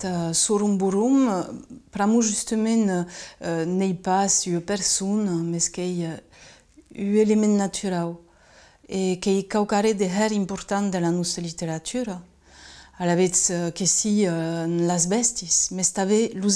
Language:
Occitan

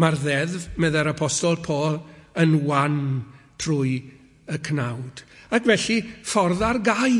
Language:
Welsh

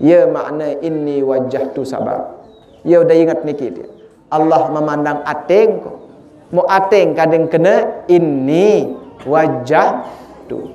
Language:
Sasak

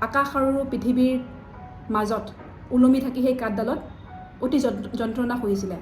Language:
Assamese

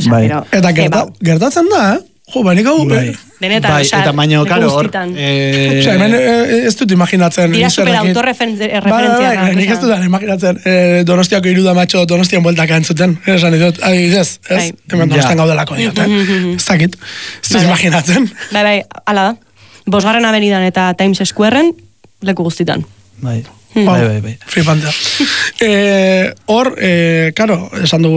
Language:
Basque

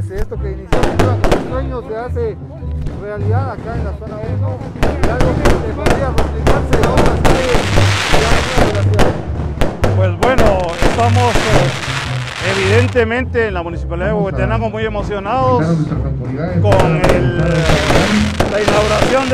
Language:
Spanish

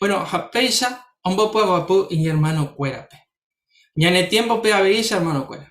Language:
Guarani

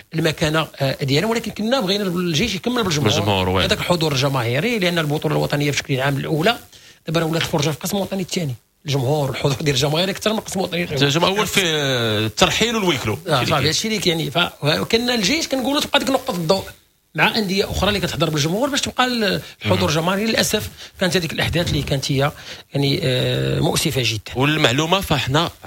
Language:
Moroccan Arabic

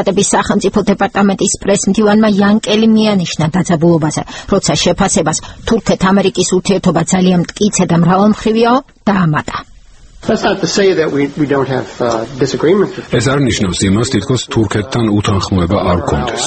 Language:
Georgian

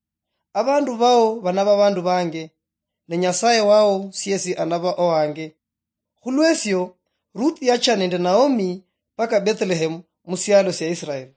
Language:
Luyia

